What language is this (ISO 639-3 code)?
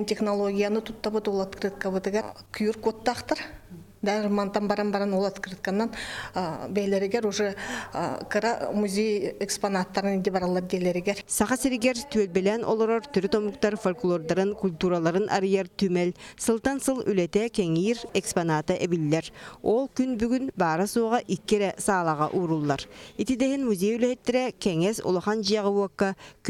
sah